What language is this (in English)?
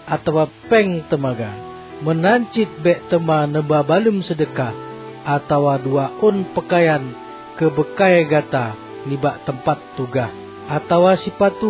Achinese